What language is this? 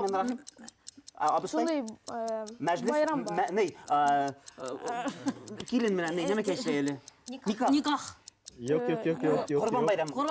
Bashkir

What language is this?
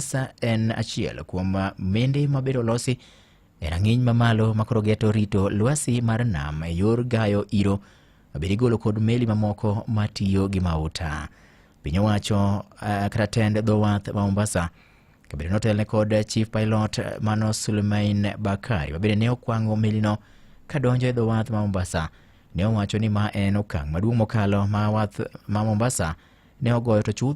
Luo (Kenya and Tanzania)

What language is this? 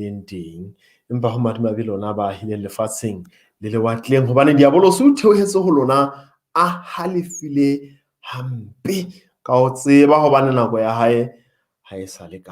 Southern Sotho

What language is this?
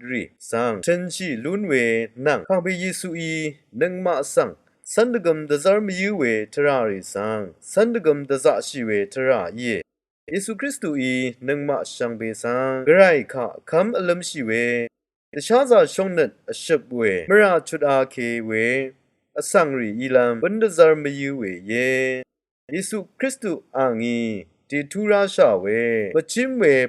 Rawang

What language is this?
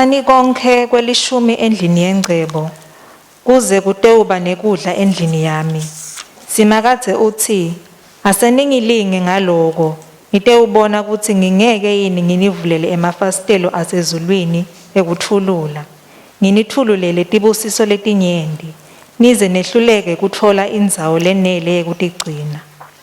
Swati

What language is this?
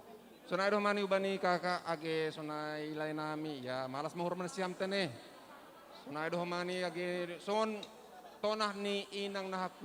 Batak Simalungun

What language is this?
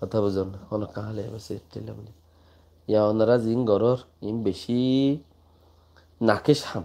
Rohingya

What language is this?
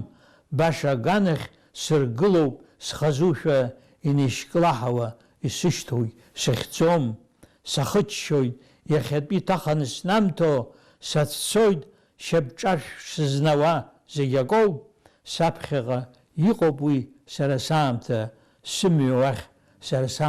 Abkhazian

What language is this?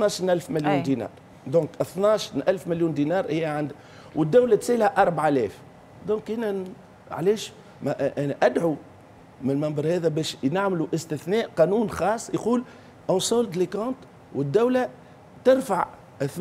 Tunisian Arabic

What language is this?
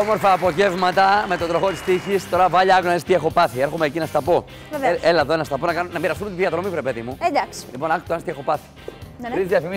Greek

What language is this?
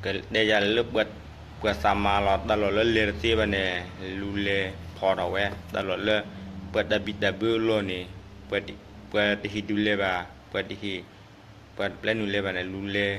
S'gaw Karen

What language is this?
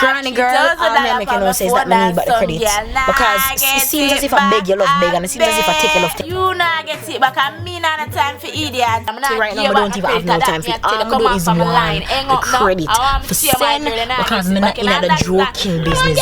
Jamaican Creole English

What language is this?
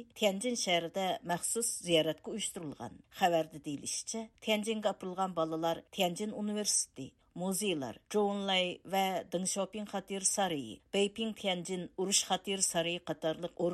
Uyghur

